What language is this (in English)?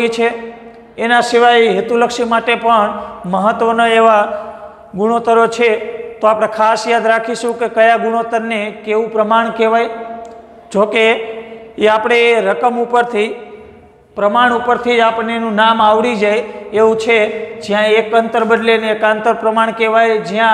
Gujarati